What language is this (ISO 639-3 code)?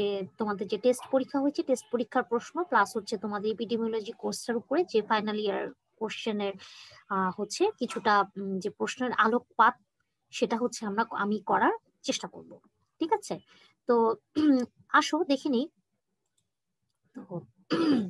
ben